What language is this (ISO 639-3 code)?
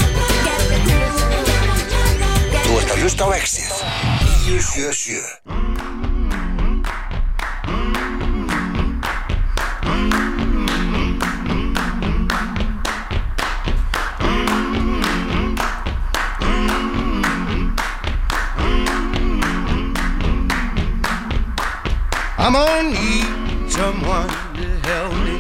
isl